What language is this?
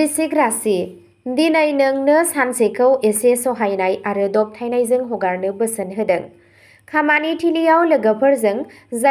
Bodo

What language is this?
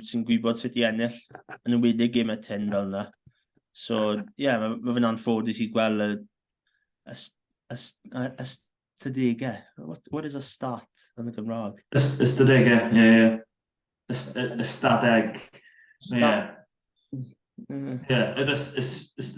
Welsh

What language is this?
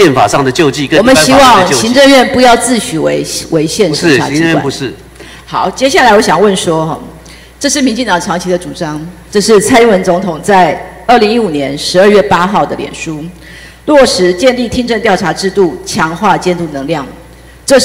Chinese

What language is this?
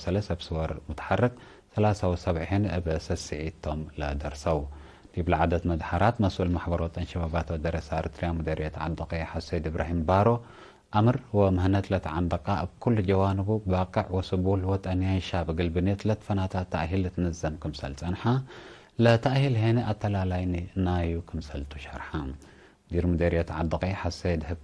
Tigre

